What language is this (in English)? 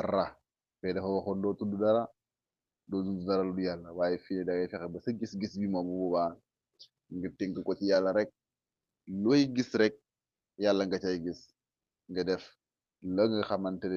Wolof